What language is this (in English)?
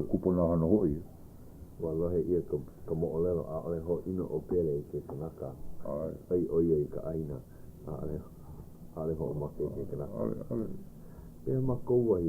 Hawaiian